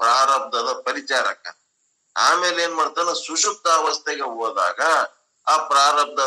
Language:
Kannada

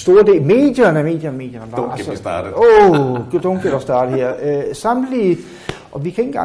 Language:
Danish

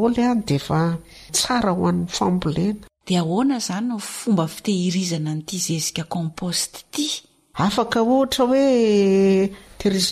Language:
Malagasy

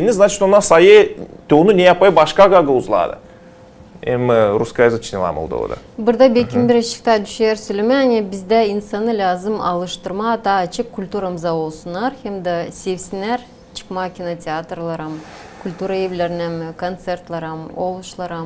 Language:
Gagauz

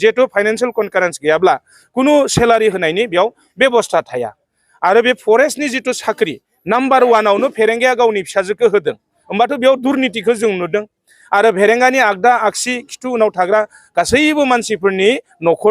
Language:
Bodo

